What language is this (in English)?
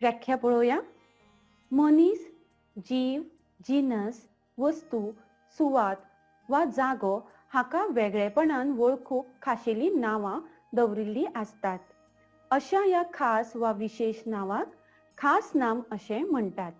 Konkani